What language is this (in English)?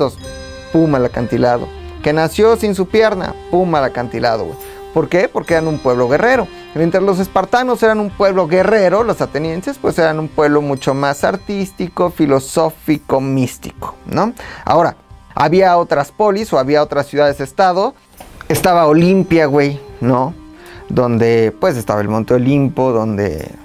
Spanish